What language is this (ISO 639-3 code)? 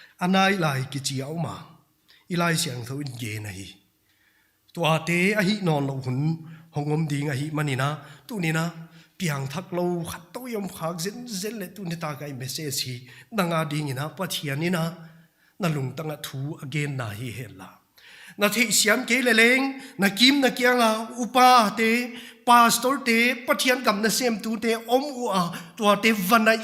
pck